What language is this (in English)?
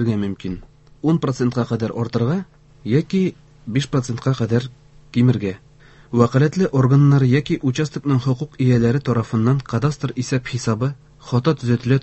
Tatar